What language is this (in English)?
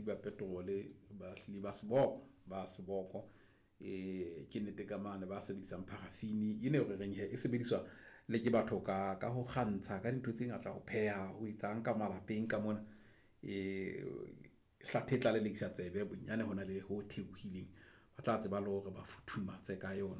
Southern Sotho